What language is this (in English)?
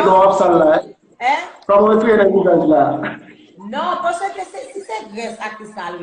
Haitian Creole